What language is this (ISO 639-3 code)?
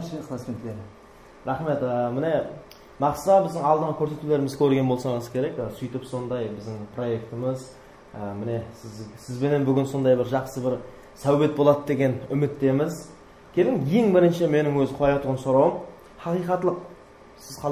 kaa